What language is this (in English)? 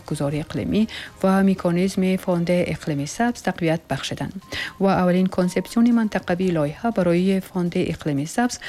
Tajik